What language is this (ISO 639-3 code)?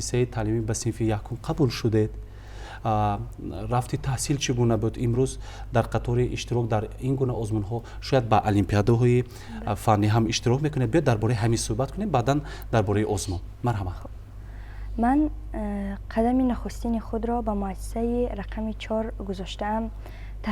tgk